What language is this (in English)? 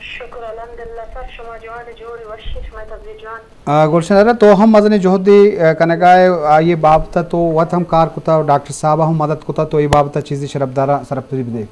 Eastern Balochi